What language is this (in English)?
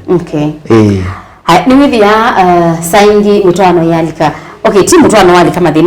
Kamba